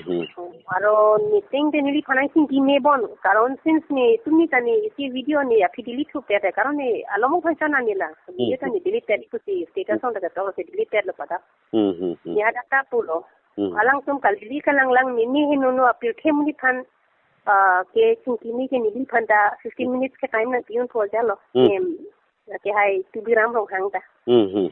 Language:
Karbi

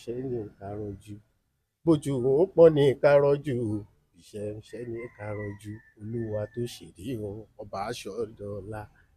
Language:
Yoruba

